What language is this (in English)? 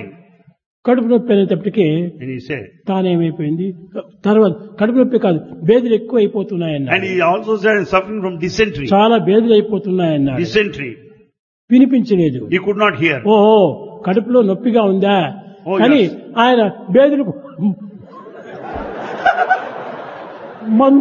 Telugu